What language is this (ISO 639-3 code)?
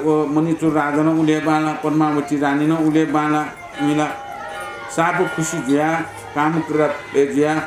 new